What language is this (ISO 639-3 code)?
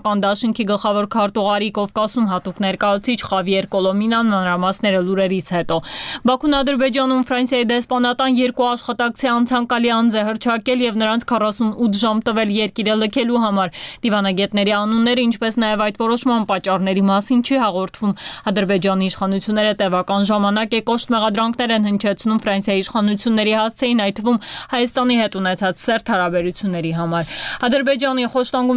hye